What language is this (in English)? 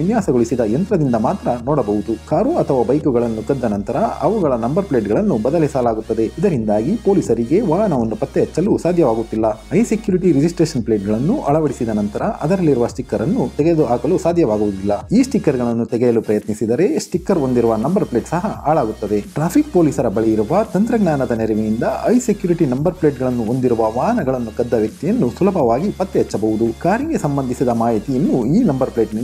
Kannada